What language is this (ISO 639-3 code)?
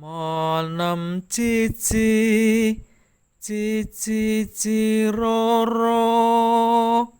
jav